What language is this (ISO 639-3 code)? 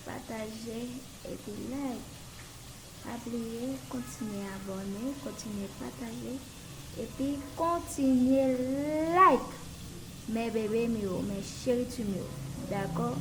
hat